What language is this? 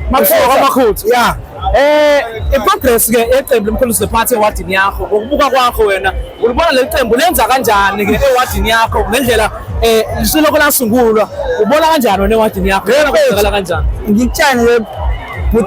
Zulu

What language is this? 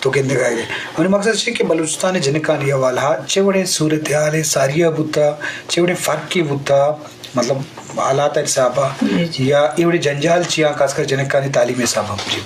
Eastern Balochi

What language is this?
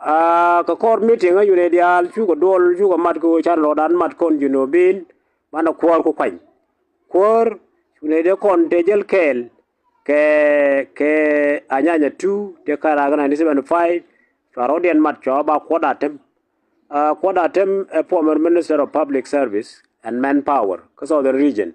Nuer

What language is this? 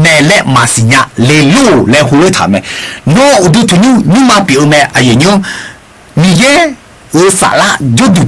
Akha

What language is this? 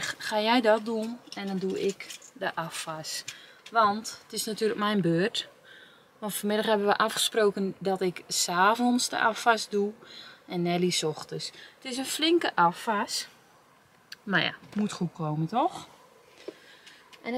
Dutch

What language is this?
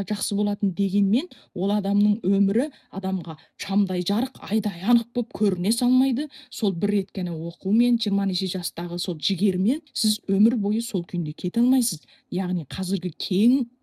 Kazakh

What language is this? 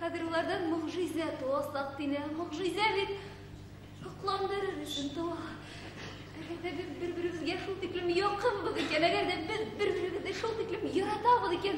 Bashkir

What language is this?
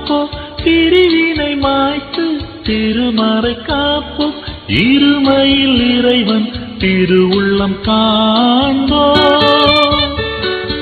Tamil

